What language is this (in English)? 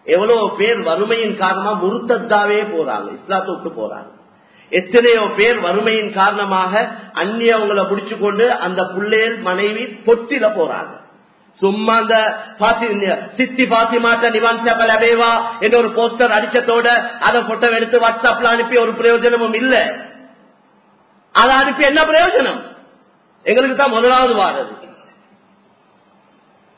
Tamil